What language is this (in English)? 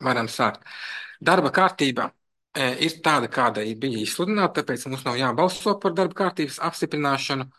Latvian